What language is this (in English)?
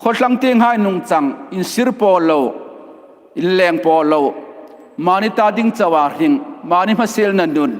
Hmar